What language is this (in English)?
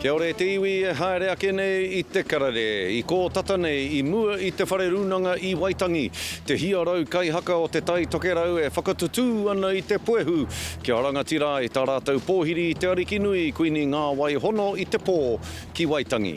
Māori